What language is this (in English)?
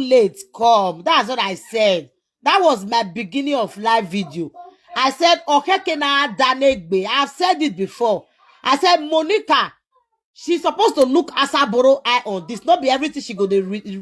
Nigerian Pidgin